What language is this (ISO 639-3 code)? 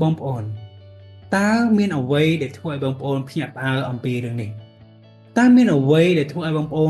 khm